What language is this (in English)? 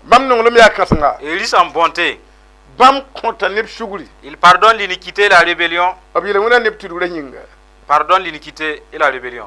Mossi